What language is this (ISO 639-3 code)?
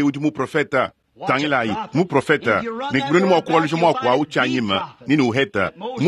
lua